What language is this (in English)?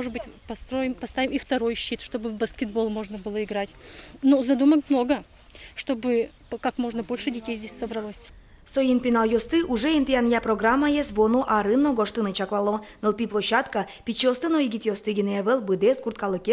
Udmurt